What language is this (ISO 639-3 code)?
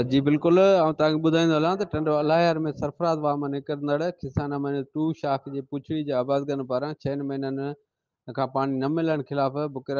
snd